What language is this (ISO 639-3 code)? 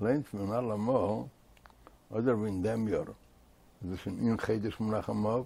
yid